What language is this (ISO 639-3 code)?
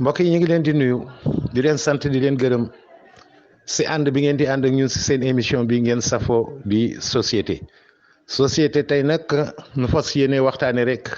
wol